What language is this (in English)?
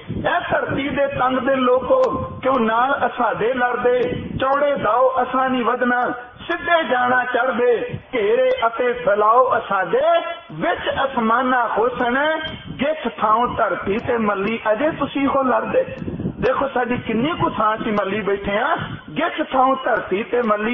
Punjabi